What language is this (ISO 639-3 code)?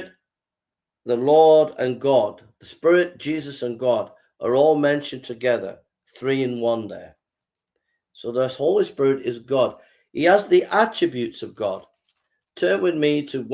eng